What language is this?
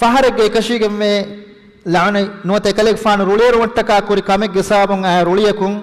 Divehi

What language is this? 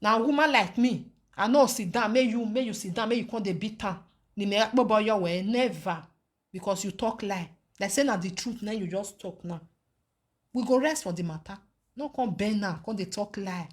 Nigerian Pidgin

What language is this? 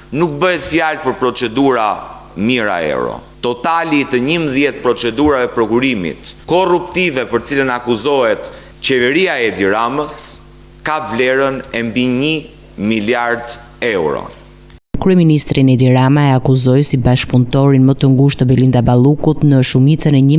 Albanian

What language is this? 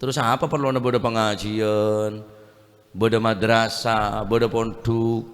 Madurese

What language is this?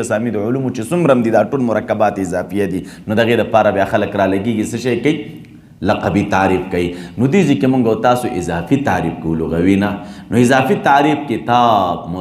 Pashto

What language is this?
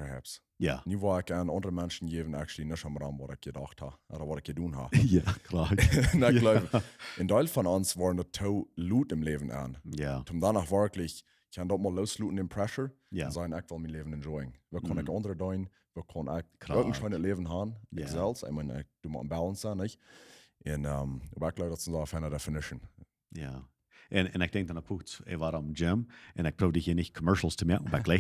Plautdietsch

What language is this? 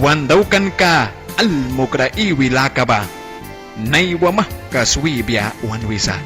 Mískito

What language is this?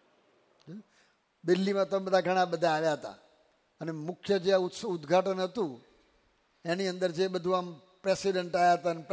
Gujarati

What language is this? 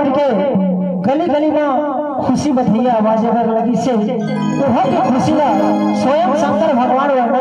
Chhattisgarhi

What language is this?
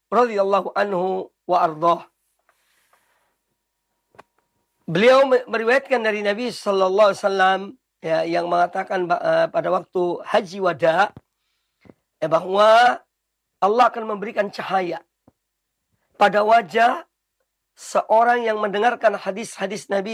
Indonesian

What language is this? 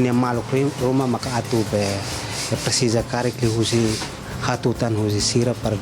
Tetum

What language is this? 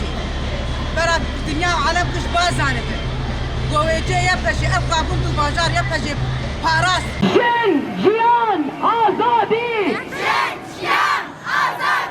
Kurdish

